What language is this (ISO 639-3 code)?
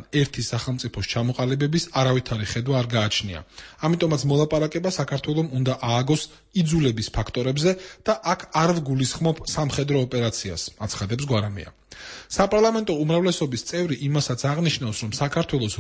kat